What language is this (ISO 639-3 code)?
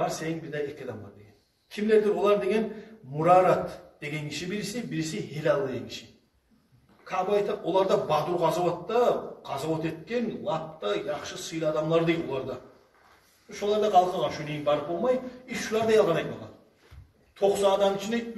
kum